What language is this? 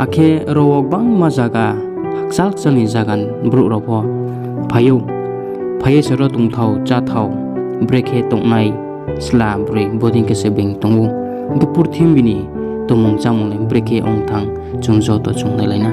Riang (India)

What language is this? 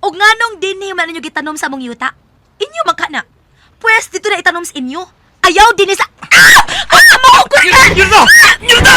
Cebuano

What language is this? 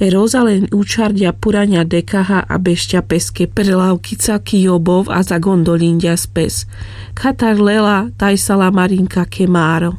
Carpathian Romani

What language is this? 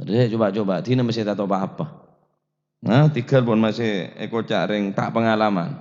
Madurese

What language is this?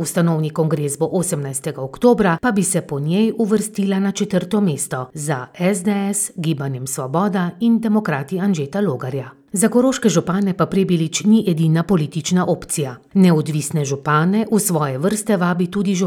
Slovenian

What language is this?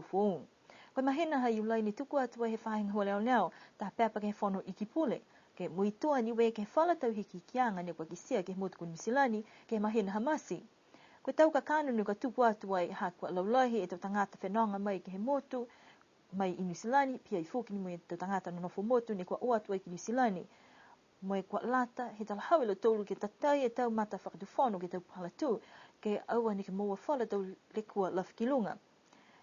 Niuean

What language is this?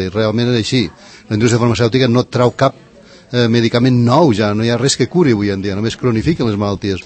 Catalan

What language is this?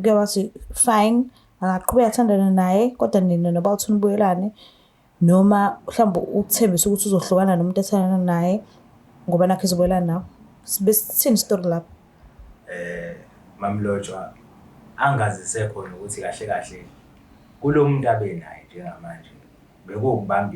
Zulu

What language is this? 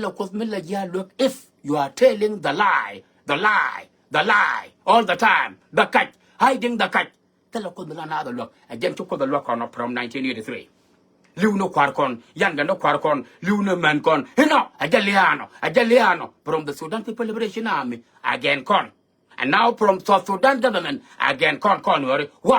Nuer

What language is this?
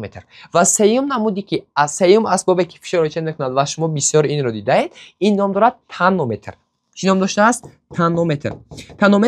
Tajik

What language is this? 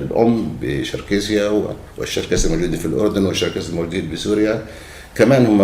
North Levantine Arabic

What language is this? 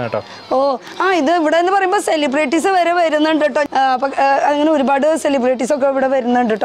Malayalam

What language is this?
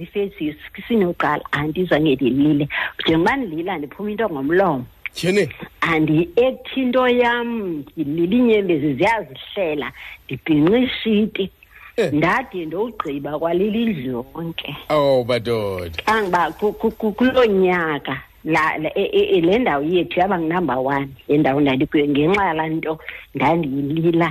Xhosa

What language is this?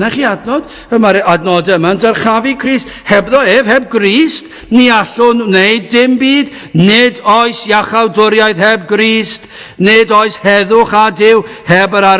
Welsh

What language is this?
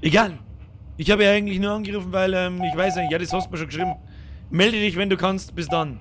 Bavarian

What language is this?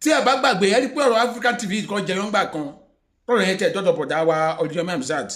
Yoruba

